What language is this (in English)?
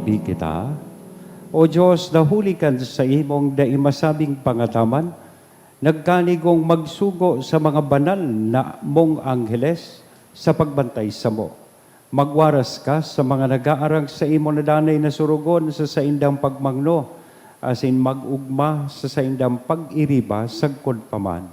Bikol